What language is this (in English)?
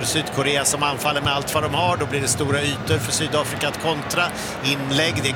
Swedish